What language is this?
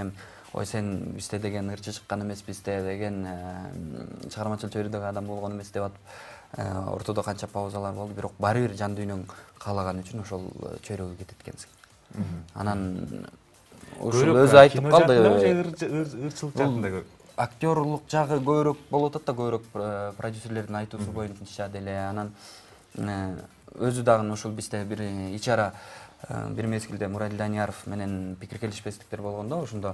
Kyrgyz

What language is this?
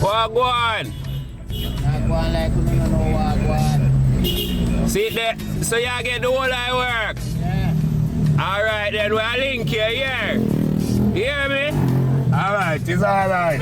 Jamaican Creole English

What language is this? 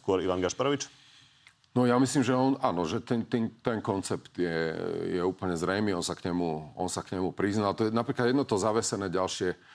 Slovak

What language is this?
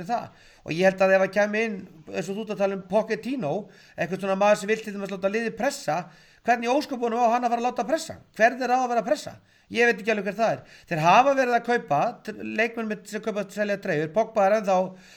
Icelandic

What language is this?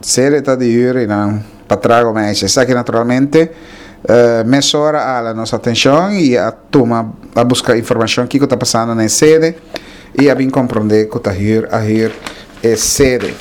Papiamento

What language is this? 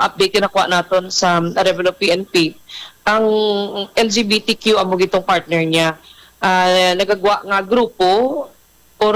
Hiligaynon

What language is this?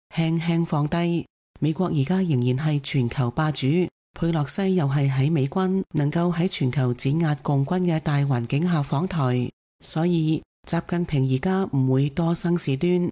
Cantonese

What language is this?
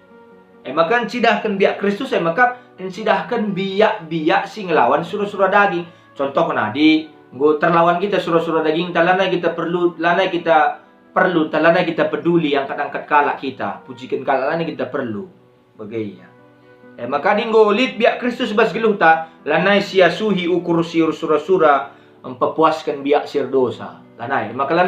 Batak Karo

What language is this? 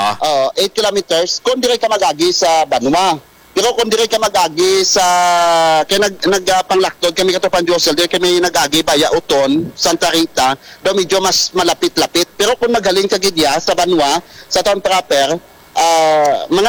Hiligaynon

